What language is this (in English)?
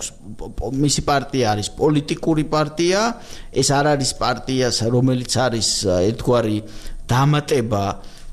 Georgian